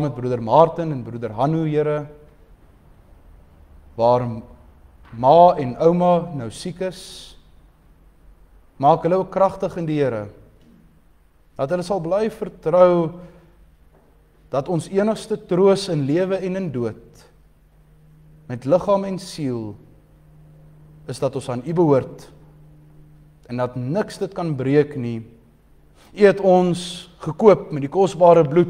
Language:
Afrikaans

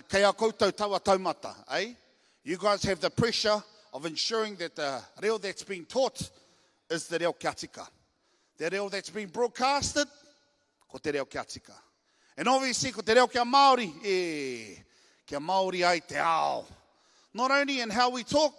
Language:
Māori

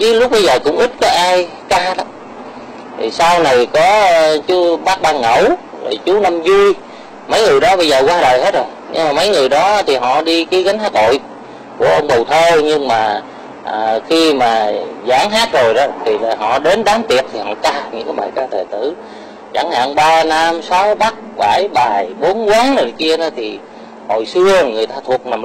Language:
Vietnamese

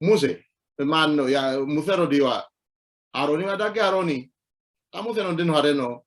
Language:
Sidamo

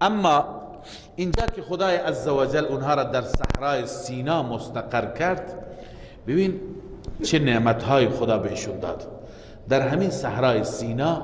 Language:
Persian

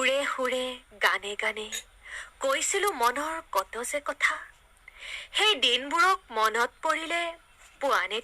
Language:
Assamese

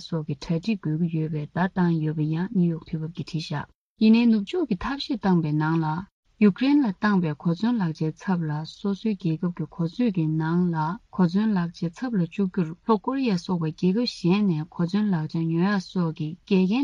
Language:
Tibetan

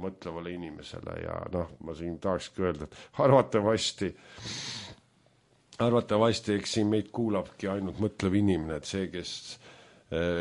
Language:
Estonian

